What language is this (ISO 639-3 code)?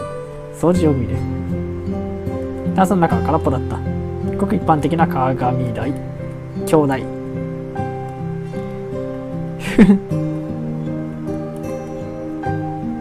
jpn